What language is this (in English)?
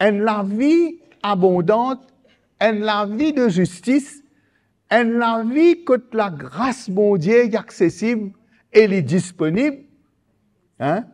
Morisyen